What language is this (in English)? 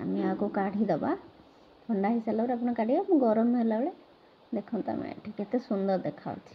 Odia